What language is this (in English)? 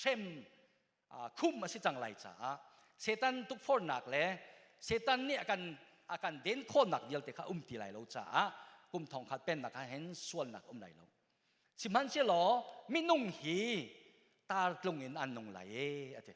Hakha Chin